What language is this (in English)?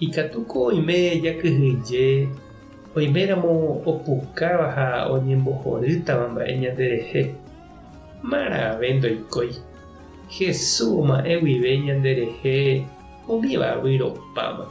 Guarani